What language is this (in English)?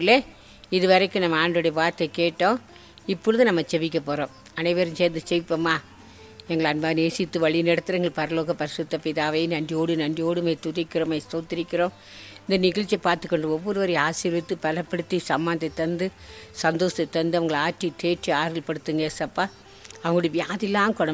Tamil